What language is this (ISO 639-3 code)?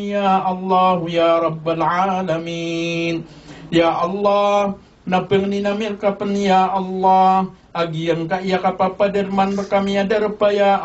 mrw